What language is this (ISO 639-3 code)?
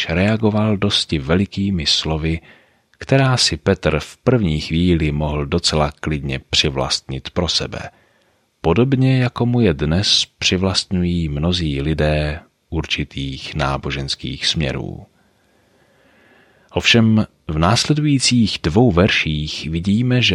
ces